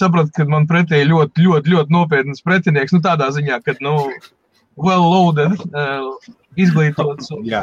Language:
Latvian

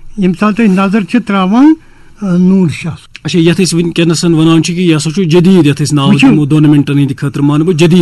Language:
Kashmiri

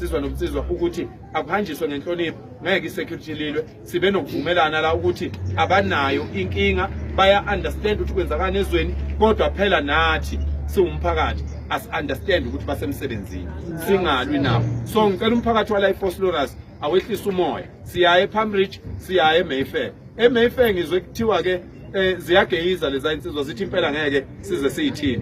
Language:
Zulu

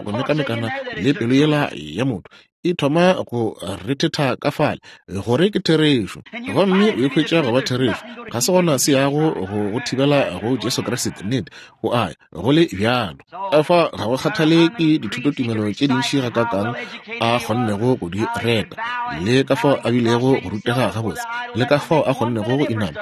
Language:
Northern Sotho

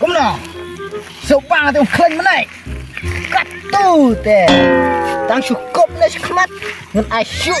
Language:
Khasi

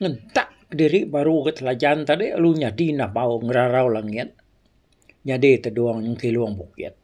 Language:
Iban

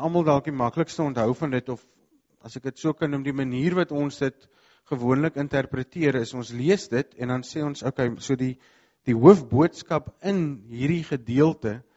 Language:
Afrikaans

